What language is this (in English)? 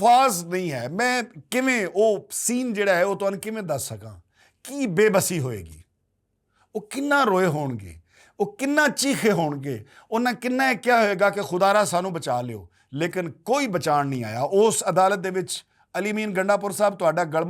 Western Panjabi